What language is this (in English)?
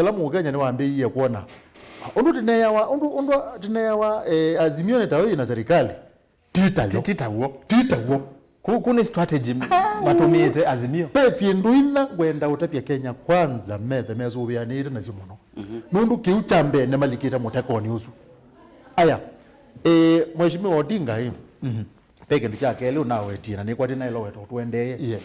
Kamba